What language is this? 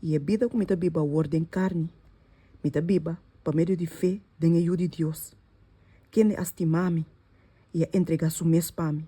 Papiamento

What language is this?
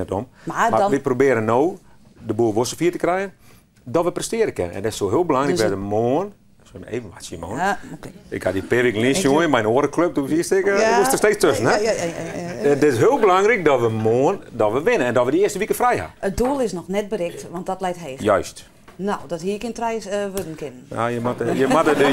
Western Frisian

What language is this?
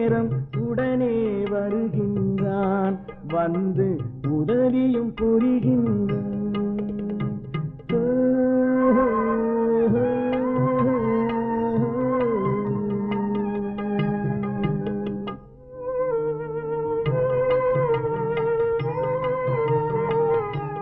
Tamil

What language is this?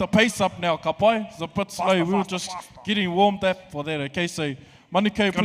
Māori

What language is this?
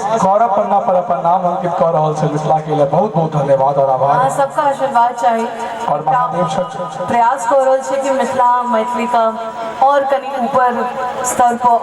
Maithili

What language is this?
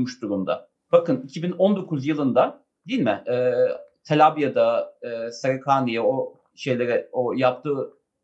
Turkish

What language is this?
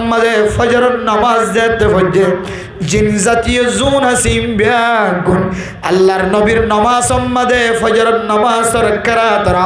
Rohingya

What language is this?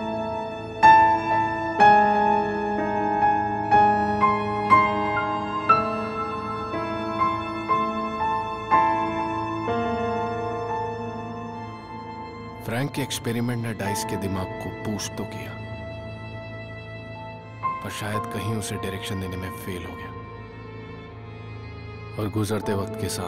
Hindi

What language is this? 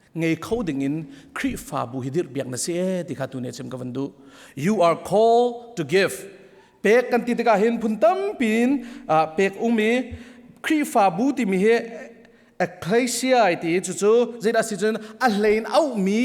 Hakha Chin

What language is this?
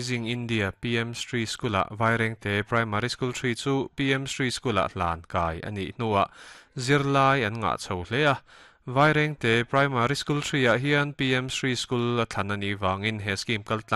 Mizo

